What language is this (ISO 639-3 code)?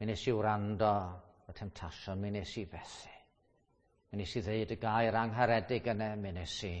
cym